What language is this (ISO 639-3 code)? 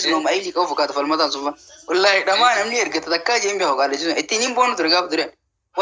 orm